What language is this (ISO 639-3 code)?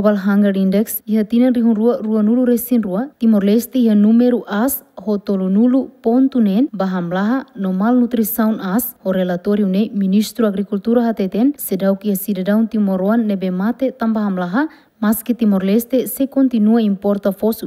tet